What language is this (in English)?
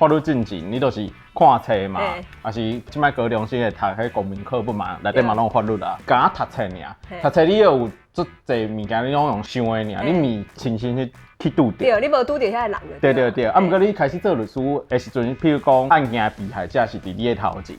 Min Nan Chinese